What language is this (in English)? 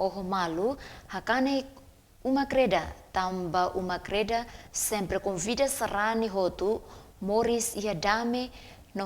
Tetum